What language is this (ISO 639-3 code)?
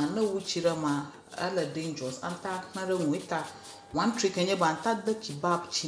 ewe